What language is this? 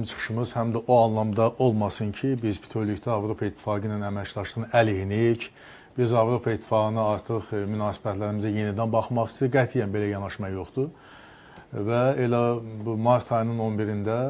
Azerbaijani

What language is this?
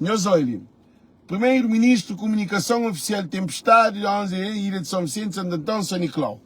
Kabuverdianu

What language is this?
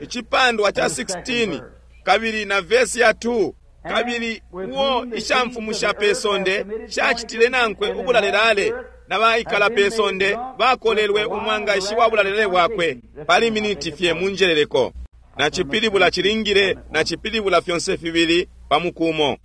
Bemba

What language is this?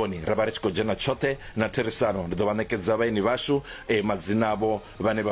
Venda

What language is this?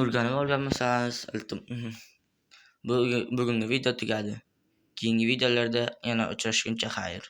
Uzbek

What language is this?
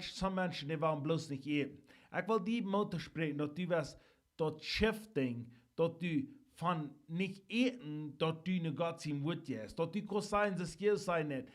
Plautdietsch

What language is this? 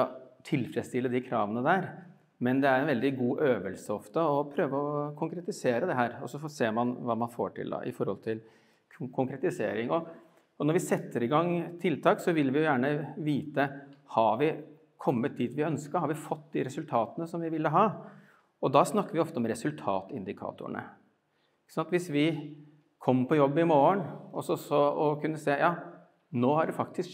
Norwegian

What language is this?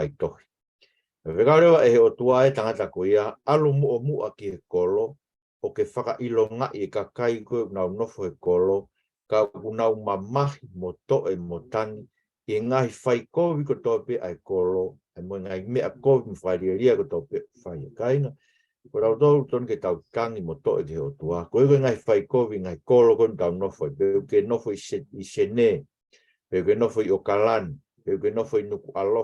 Tongan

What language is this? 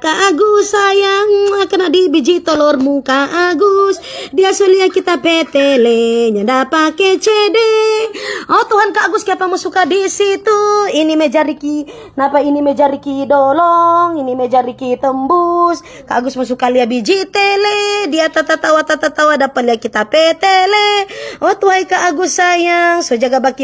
Manado Malay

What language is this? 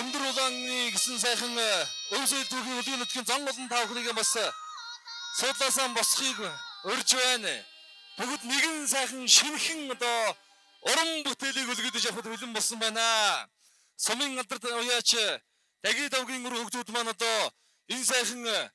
Mongolian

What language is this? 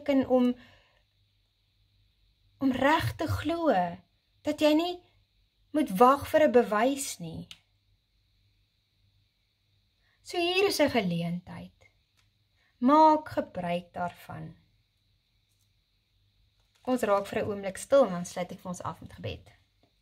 Afrikaans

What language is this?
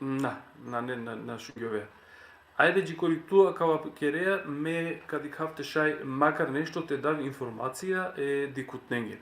Balkan Romani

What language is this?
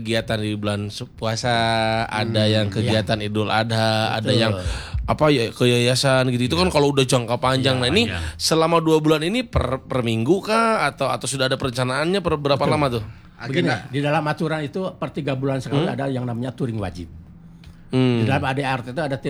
Indonesian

